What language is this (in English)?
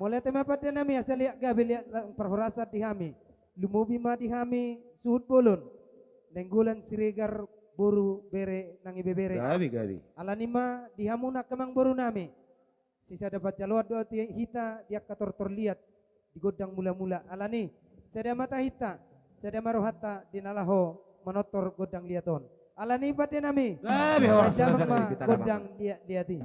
Batak Toba